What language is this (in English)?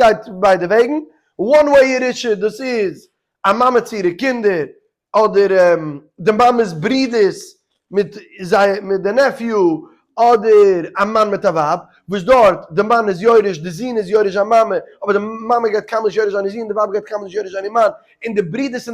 Yiddish